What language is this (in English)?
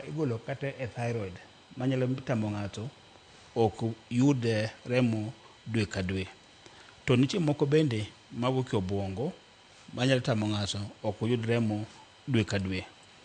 Luo (Kenya and Tanzania)